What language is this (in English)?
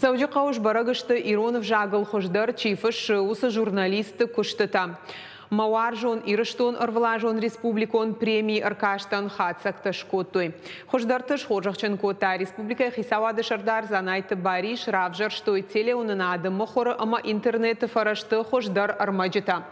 Ossetic